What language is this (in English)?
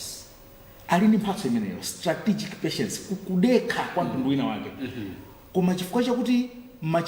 Nyanja